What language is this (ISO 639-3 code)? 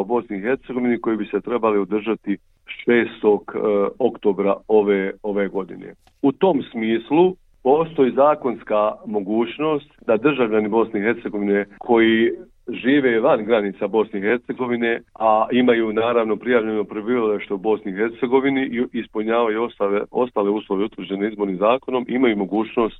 bos